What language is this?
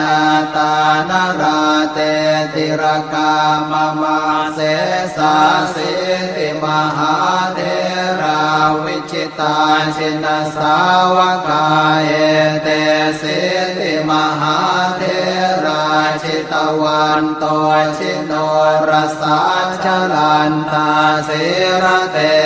Pali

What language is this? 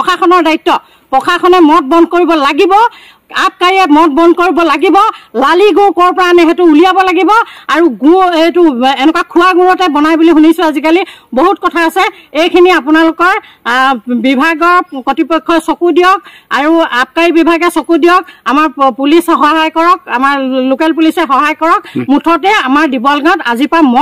Assamese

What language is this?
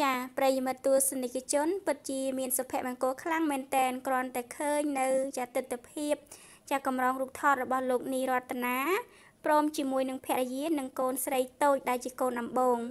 Khmer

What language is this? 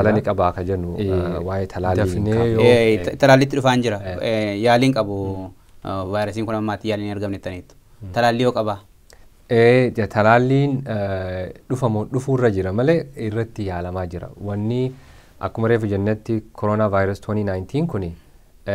Oromo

